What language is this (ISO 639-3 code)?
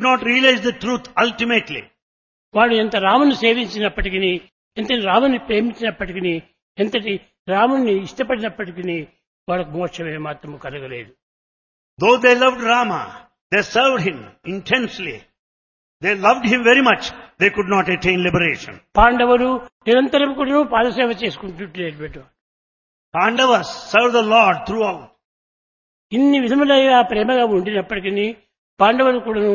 tel